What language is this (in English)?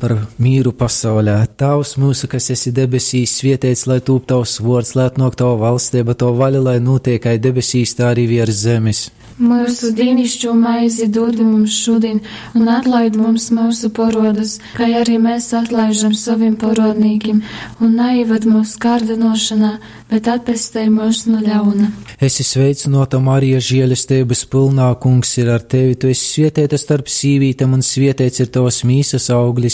Latgalian